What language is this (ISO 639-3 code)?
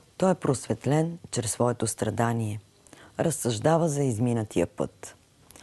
bul